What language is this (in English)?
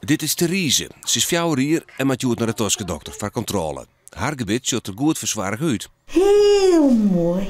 Western Frisian